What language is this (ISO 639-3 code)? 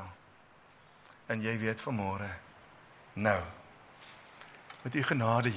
afr